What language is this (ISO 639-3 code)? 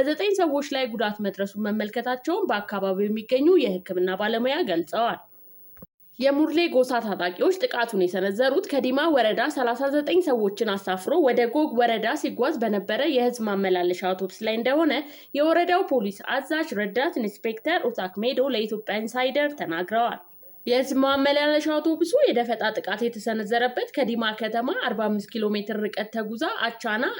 amh